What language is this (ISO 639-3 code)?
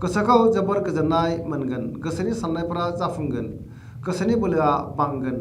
brx